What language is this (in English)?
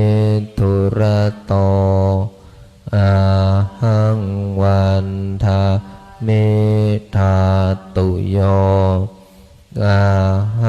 Pali